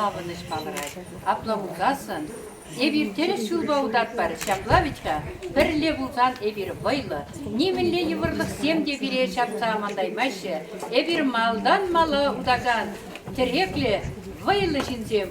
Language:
Chuvash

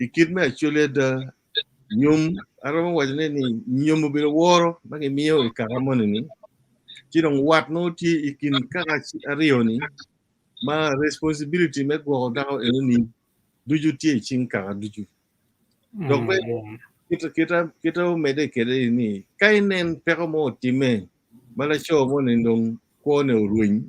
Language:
Acoli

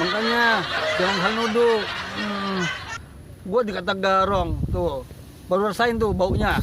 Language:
Betawi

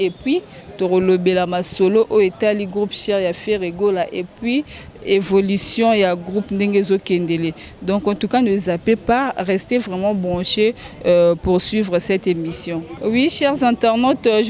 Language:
Lingala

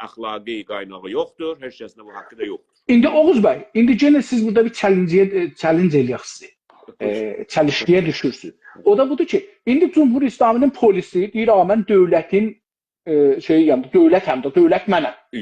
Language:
South Azerbaijani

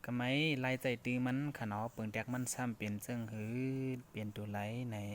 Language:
Shan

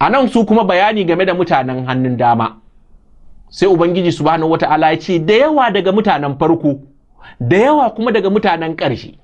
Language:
Hausa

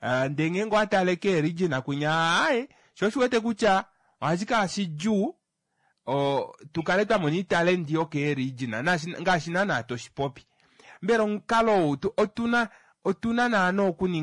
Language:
Kuanyama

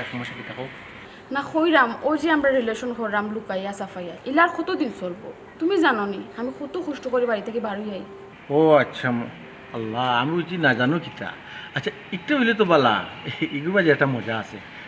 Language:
Sylheti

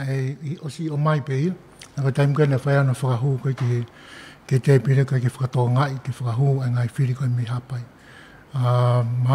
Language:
Tongan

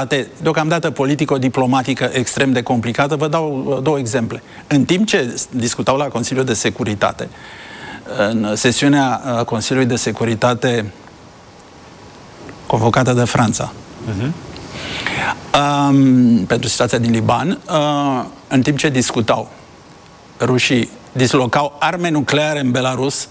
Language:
Romanian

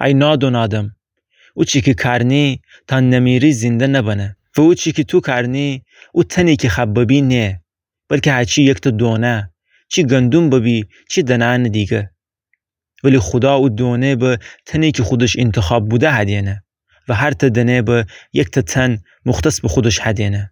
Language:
Gilaki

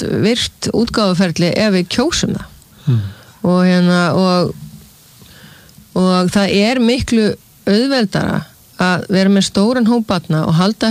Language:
Icelandic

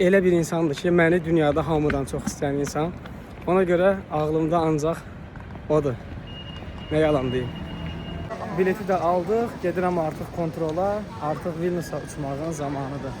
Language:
Azerbaijani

